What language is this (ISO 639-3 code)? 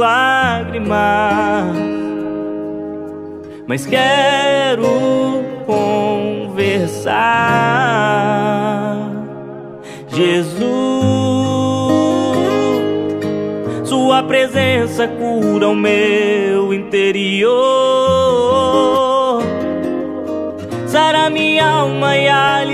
por